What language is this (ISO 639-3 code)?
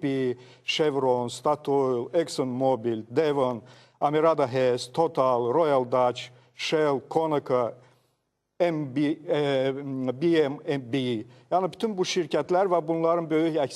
aze